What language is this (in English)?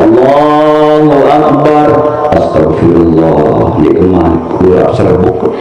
Sasak